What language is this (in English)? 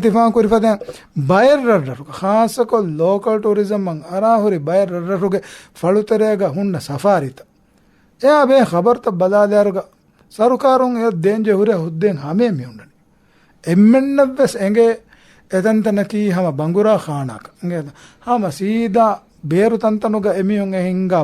Divehi